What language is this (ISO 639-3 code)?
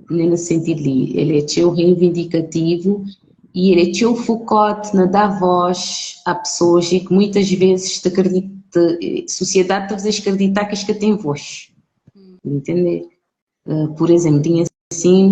kea